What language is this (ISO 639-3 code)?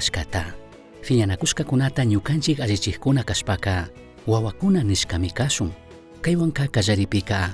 qug